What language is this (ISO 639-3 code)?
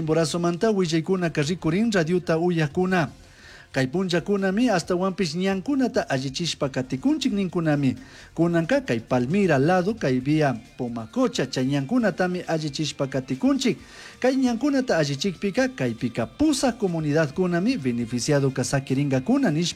qug